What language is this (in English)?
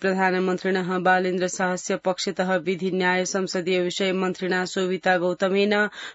Sanskrit